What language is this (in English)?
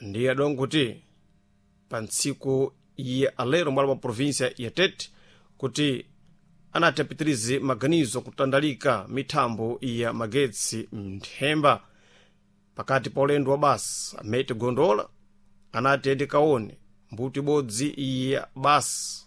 Sena